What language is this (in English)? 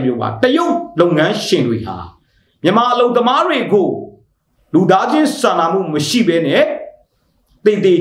Burmese